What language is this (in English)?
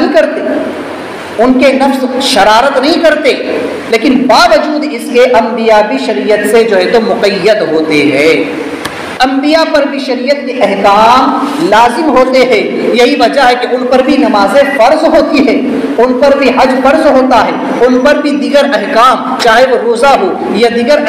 Urdu